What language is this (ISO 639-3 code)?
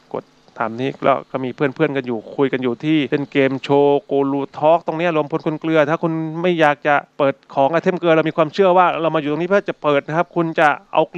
tha